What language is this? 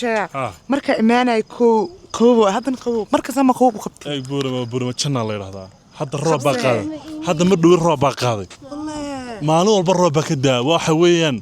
Somali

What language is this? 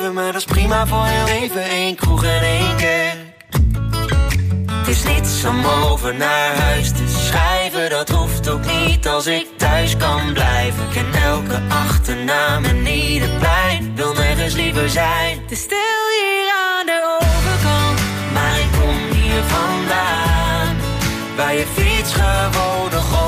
Dutch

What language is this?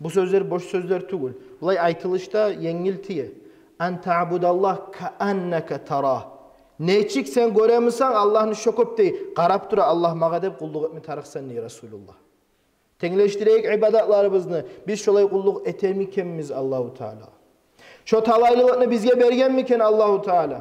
Kumyk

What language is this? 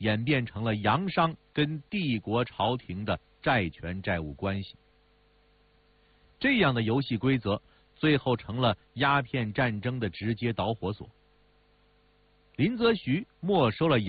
Chinese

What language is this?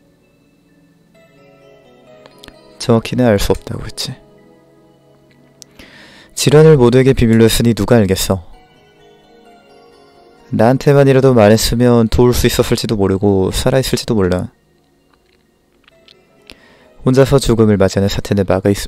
Korean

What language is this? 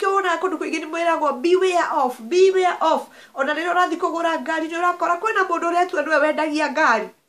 Kikuyu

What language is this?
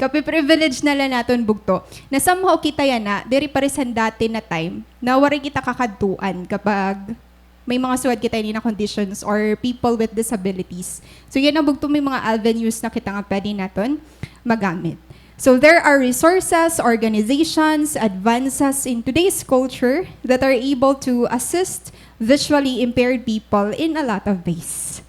Waray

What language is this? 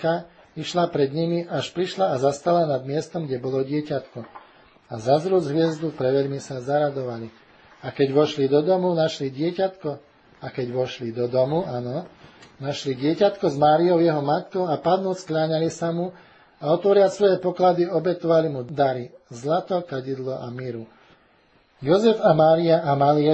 Slovak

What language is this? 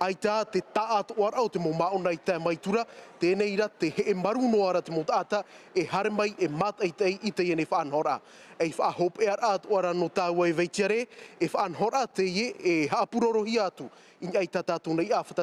Tahitian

